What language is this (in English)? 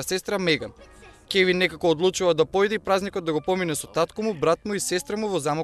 Macedonian